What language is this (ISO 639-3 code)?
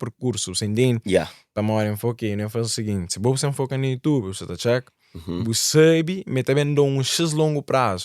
kea